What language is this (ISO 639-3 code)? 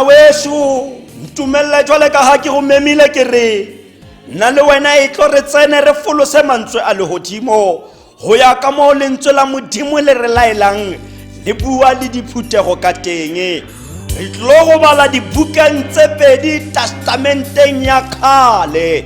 tsn